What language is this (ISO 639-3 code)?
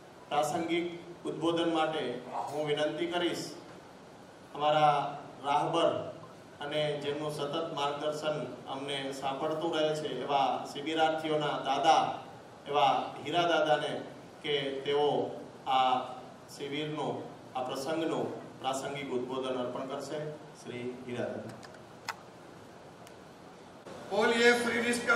guj